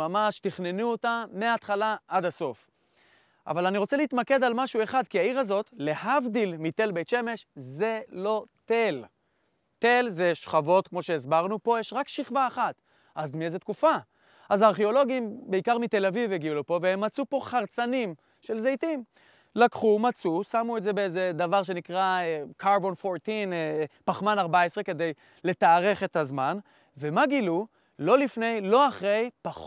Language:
Hebrew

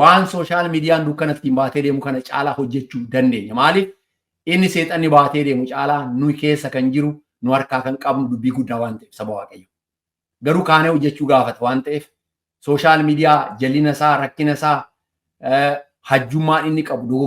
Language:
Oromo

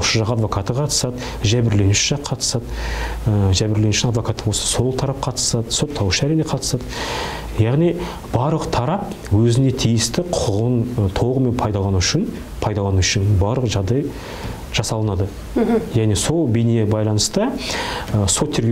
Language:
Kazakh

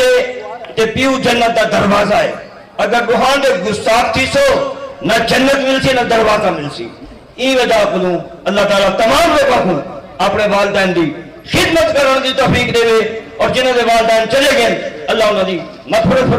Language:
Saraiki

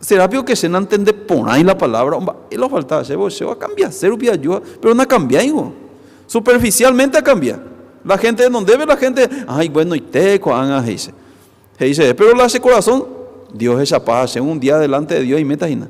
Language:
Guarani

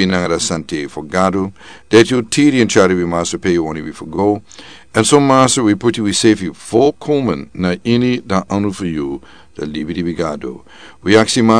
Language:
Sranan Tongo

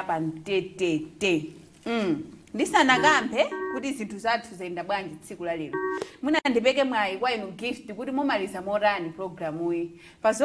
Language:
Nyanja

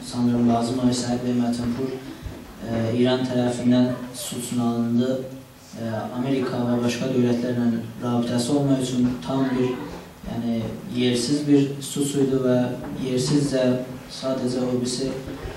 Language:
South Azerbaijani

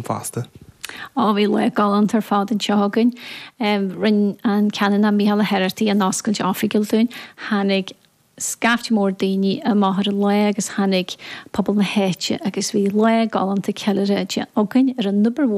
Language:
Irish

